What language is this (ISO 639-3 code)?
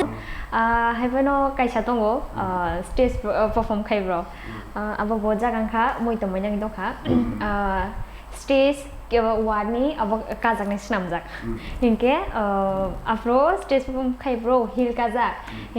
trp